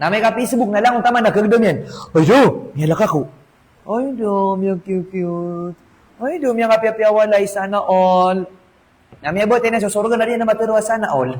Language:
Maranao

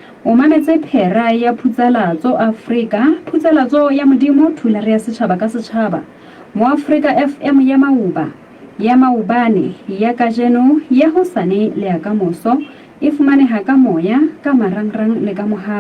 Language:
Southern Sotho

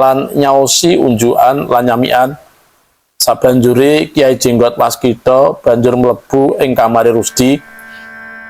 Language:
Javanese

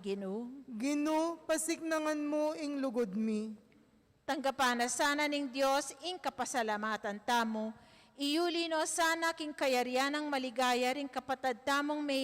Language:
Pampanga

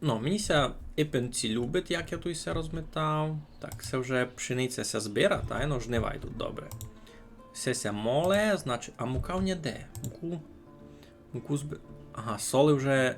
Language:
Rusyn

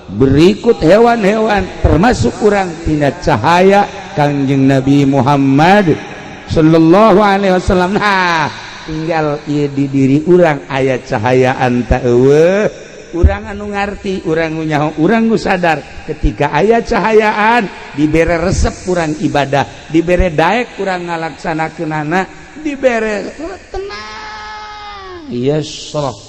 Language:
Sundanese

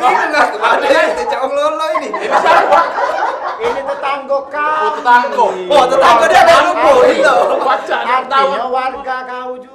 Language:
Musi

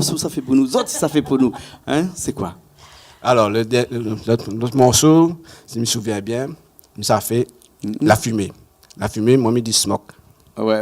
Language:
Réunion Creole French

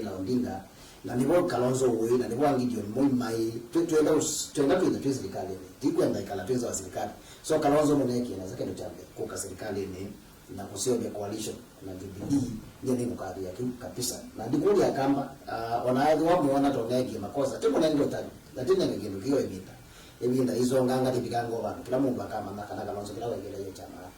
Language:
Kamba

